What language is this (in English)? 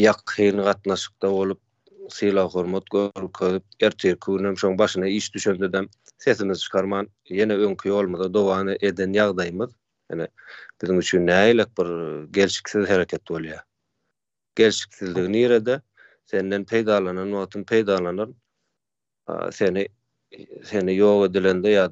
Turkmen